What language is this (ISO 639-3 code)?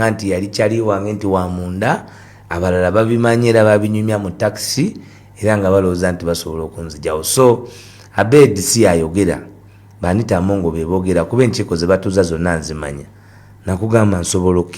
lug